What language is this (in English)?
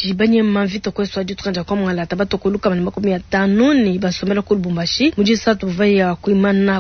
Luba-Lulua